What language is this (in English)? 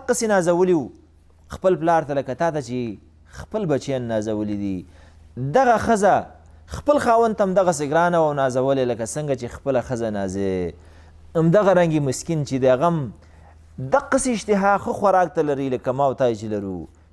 Pashto